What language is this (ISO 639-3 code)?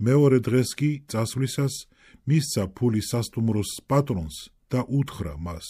kat